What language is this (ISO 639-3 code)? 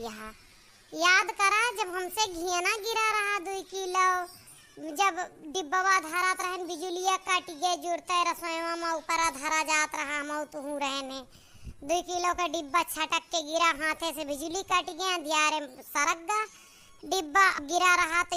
awa